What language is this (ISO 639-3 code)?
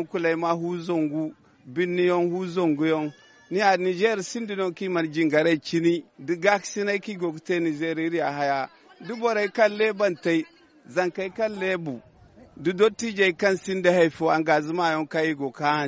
dje